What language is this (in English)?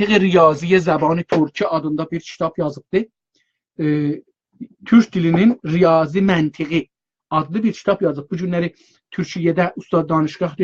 South Azerbaijani